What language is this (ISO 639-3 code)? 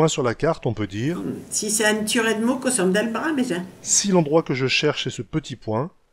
pcd